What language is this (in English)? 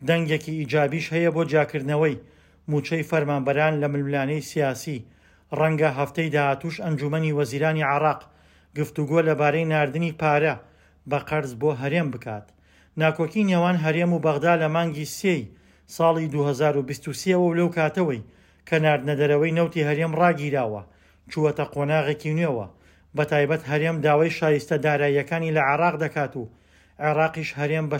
Central Kurdish